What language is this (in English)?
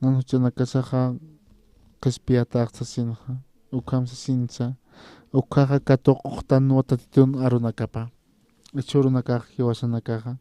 Aymara